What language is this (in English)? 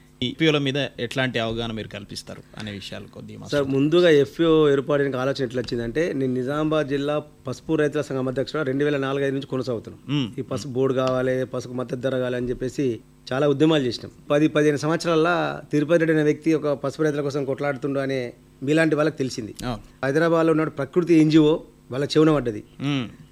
Telugu